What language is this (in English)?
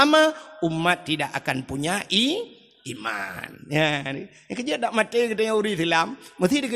Achinese